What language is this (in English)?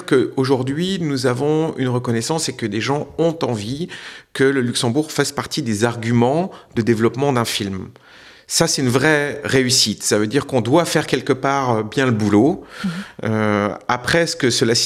Luxembourgish